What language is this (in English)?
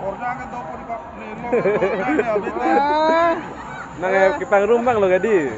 Karbi